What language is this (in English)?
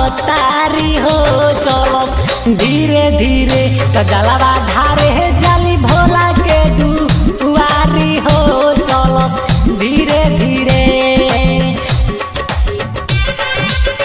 Bhojpuri